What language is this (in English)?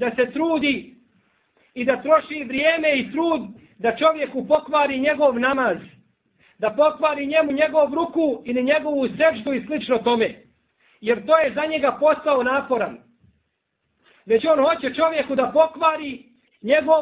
Bosnian